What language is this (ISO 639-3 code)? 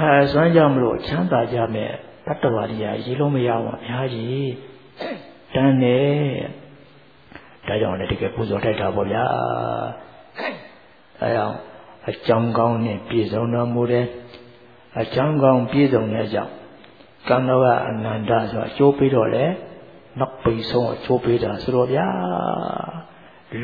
mya